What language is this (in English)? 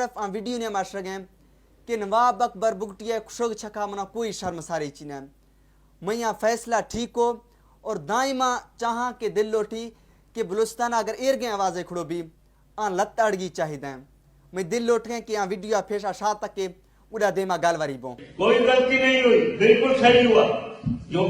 Baluchi